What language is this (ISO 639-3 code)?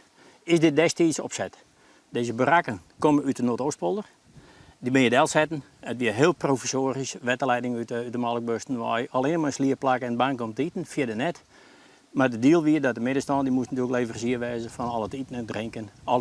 fry